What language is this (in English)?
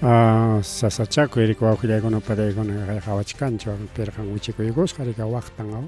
Ayacucho Quechua